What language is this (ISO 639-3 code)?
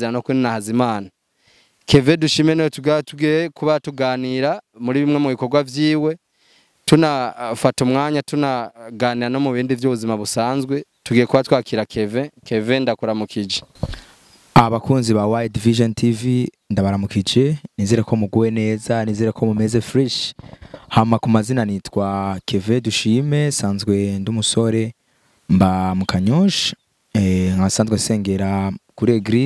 run